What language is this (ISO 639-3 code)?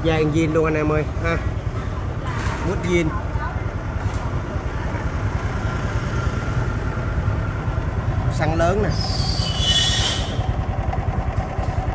vie